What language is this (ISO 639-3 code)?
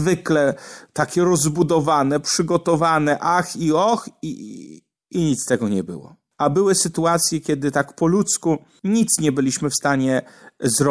pol